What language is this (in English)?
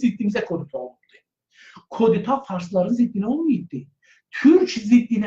South Azerbaijani